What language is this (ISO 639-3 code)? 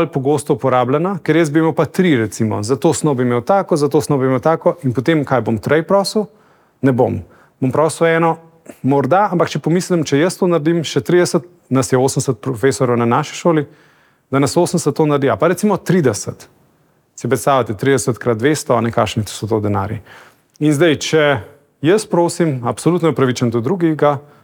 slv